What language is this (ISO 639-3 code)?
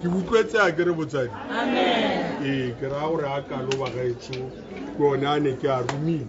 tsn